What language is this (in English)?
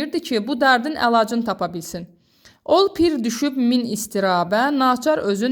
Azerbaijani